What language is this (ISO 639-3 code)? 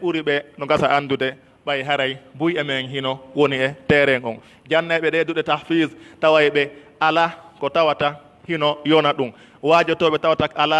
fuf